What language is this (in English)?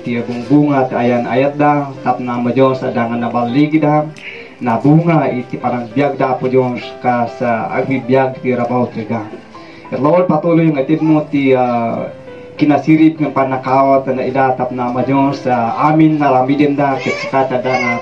Kankanaey